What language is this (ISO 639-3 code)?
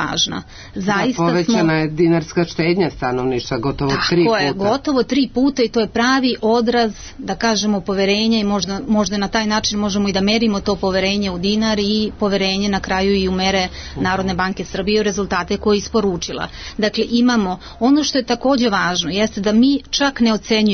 srp